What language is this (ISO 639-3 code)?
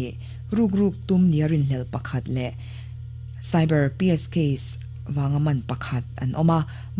lus